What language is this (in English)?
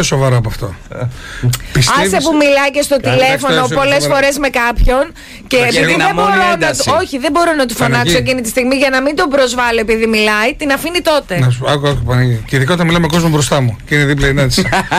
Greek